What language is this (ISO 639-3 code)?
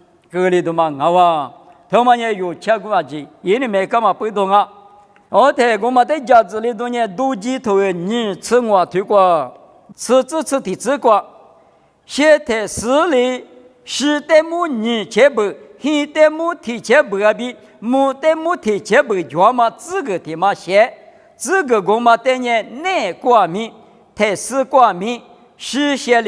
lis